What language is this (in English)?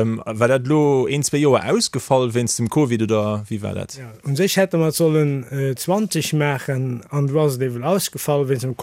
Luxembourgish